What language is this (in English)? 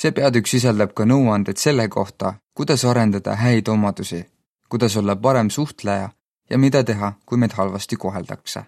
Estonian